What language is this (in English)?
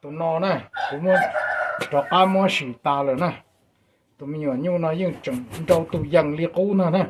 Hmong